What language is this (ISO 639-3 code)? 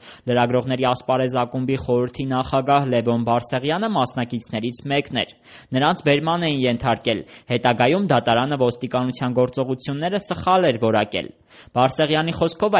hye